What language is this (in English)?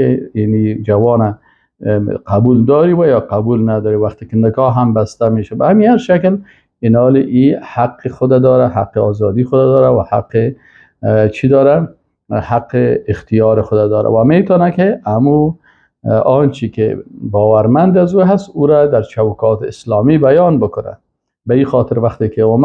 Persian